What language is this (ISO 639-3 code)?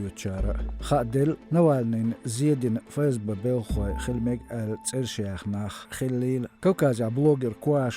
che